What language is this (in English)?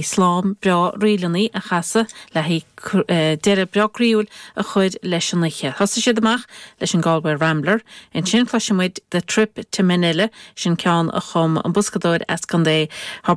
Irish